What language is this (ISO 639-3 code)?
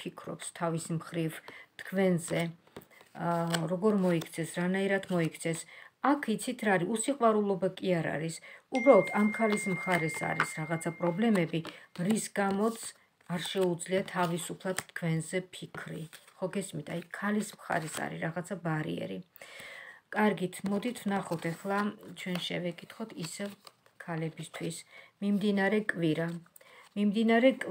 kat